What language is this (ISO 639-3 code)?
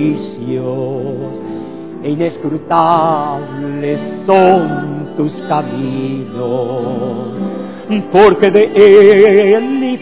spa